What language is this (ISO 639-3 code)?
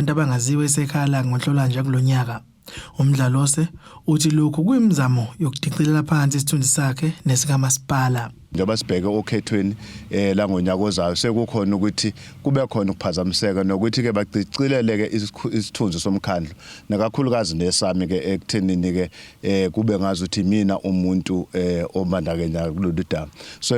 zul